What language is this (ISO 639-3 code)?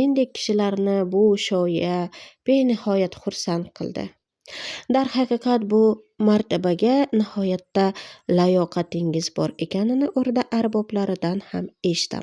uzb